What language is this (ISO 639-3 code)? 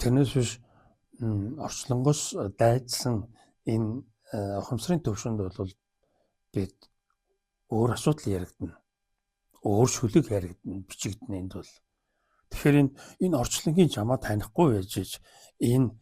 mon